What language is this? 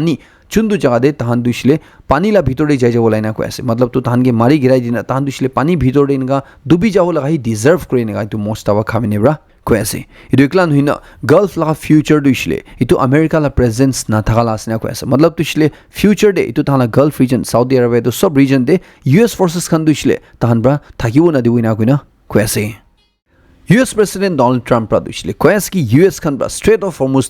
Naga Pidgin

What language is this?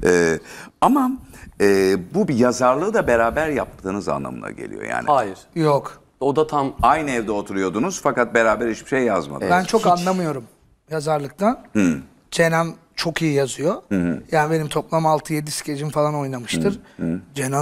Turkish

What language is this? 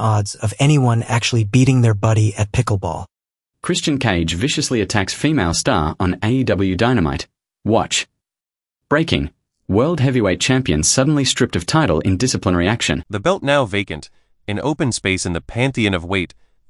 English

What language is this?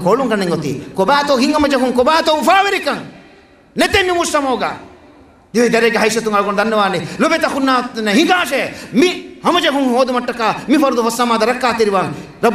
Divehi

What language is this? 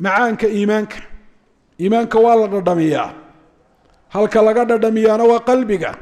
Somali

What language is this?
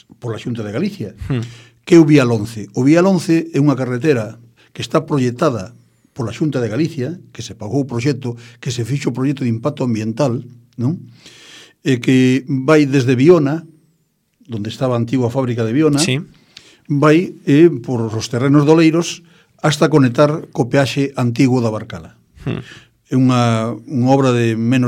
Galician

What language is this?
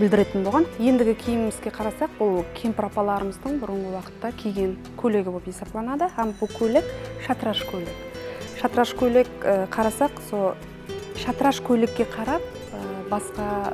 Kara-Kalpak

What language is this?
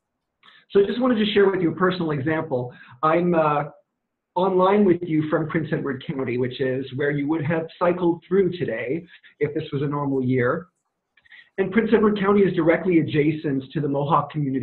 English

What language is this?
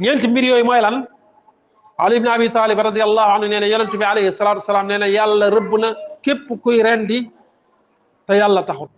Wolof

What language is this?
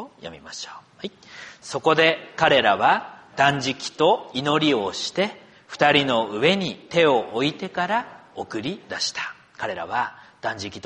Japanese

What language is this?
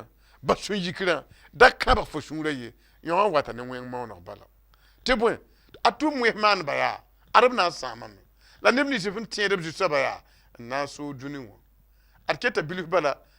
Mossi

